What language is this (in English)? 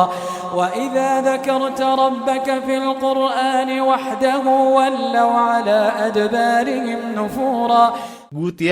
Maranao